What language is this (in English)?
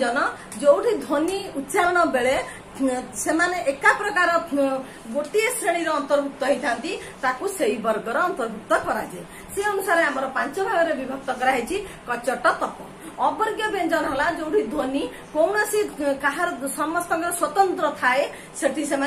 Odia